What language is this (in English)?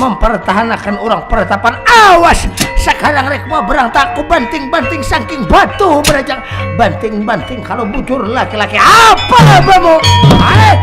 Banjar